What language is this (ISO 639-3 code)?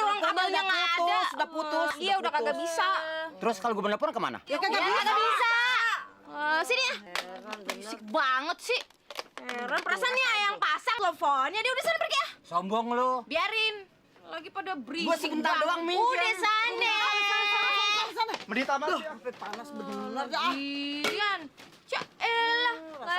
bew